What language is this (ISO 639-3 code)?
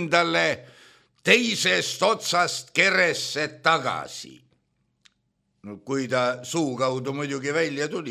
est